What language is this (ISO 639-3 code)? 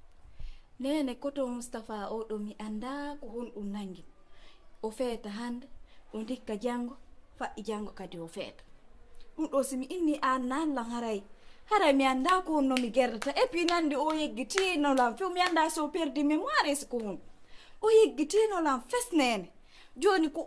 ful